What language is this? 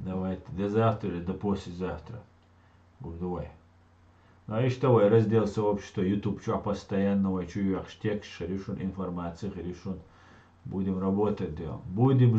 Chechen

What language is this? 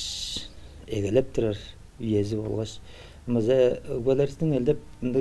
Tuvinian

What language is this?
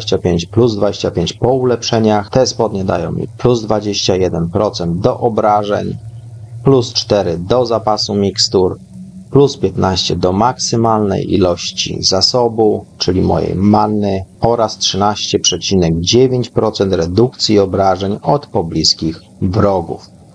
Polish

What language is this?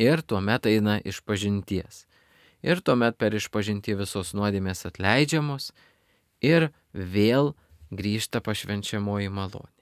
Lithuanian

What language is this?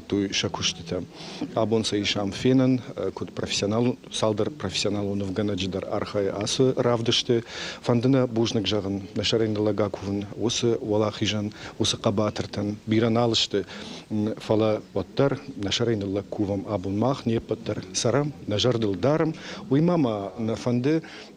Ossetic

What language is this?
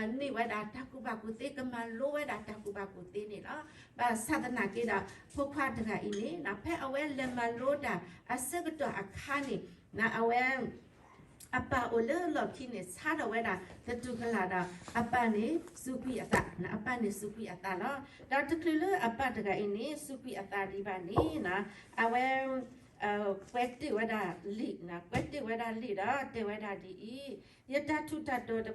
S'gaw Karen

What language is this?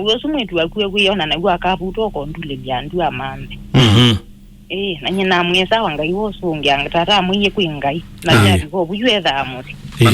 Kamba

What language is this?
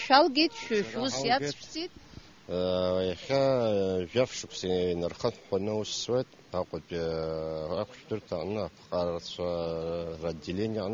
Abkhazian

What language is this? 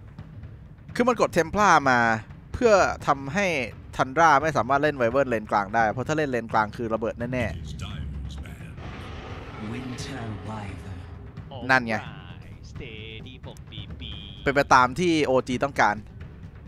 Thai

